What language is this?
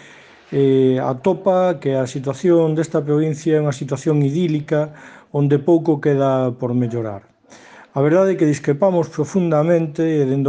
Galician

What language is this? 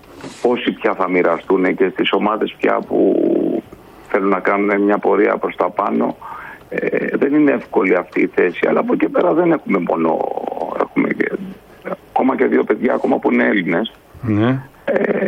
Greek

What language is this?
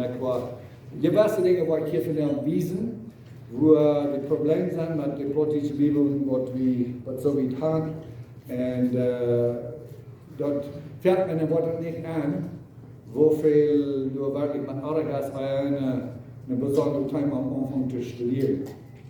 Plautdietsch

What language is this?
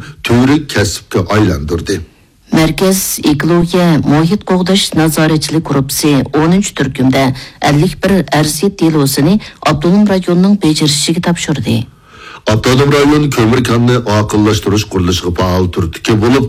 Uyghur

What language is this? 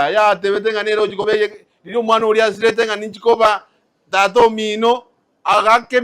Gusii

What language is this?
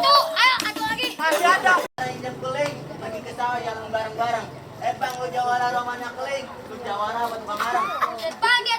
Betawi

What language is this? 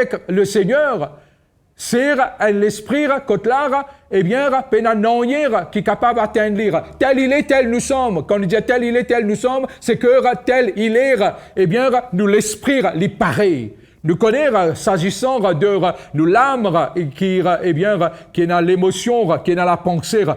Morisyen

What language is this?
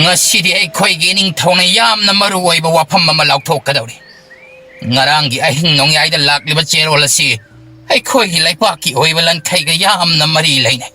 Manipuri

